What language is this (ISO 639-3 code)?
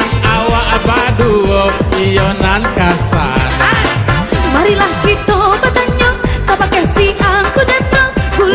min